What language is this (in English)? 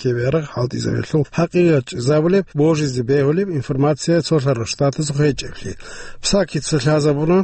Avaric